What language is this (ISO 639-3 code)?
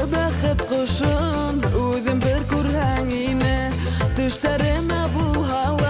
bak